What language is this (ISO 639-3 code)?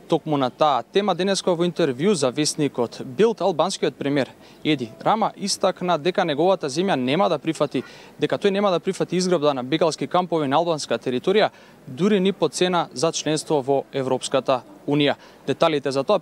mkd